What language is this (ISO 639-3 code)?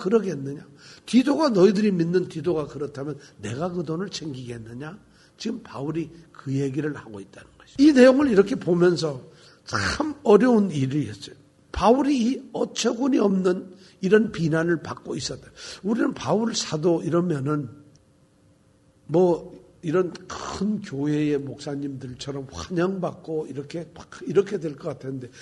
kor